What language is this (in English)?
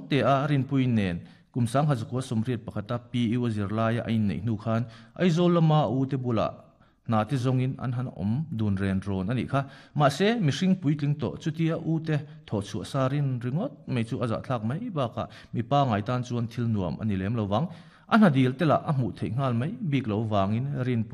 Mizo